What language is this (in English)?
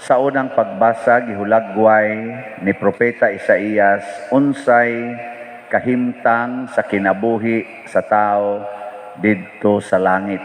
Cebuano